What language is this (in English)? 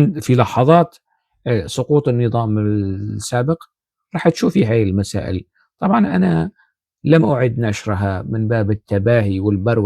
North Levantine Arabic